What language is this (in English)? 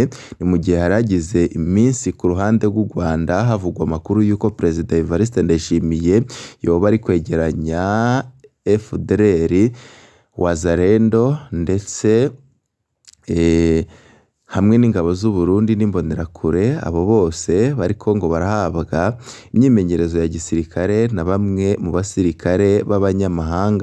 Rundi